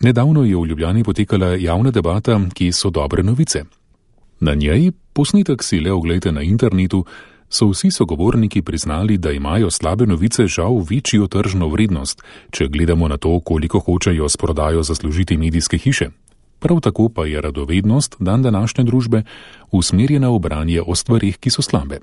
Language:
Slovenian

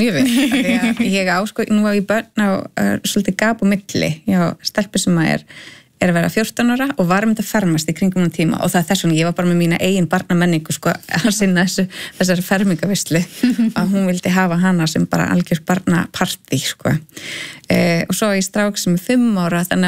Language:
Icelandic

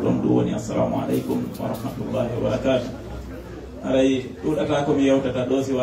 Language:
Fula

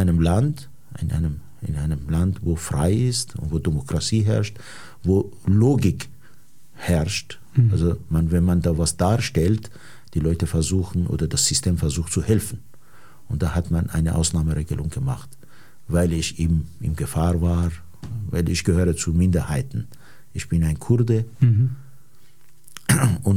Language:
German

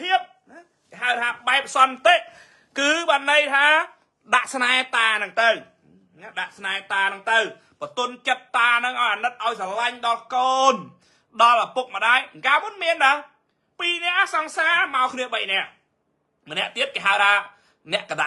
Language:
Khmer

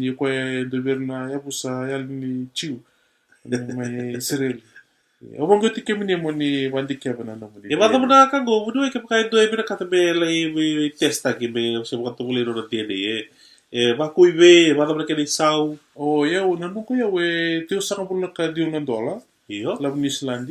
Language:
Fijian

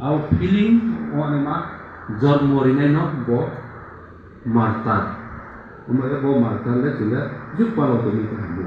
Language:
Riang (India)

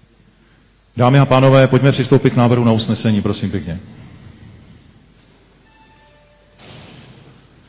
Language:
Czech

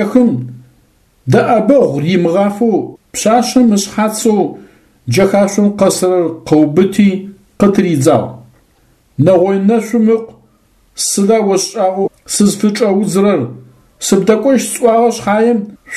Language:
Adyghe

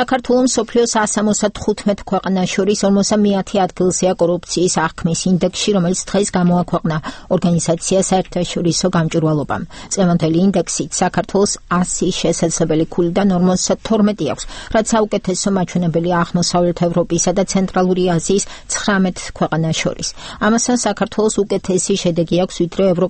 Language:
Georgian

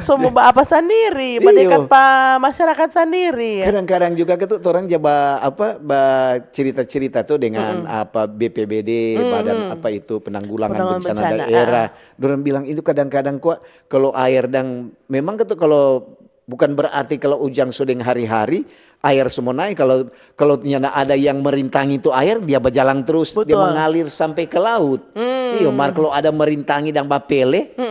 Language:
Manado Malay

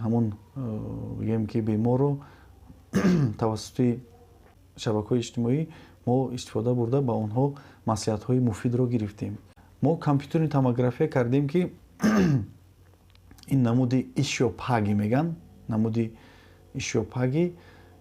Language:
Tajik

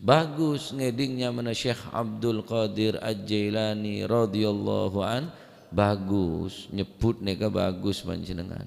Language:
Madurese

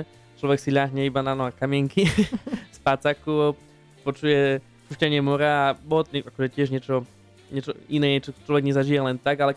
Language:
Slovak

